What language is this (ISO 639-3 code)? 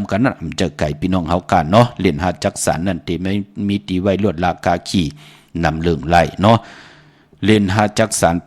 shn